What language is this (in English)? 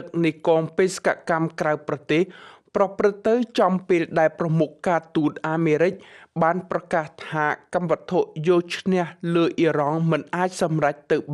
Khmer